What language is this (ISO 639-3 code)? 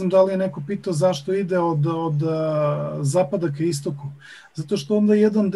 srp